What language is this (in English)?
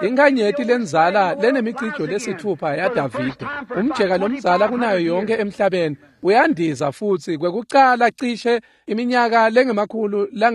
Swati